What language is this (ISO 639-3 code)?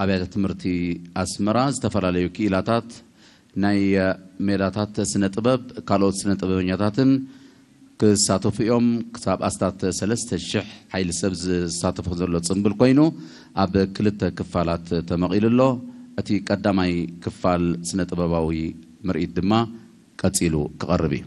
tir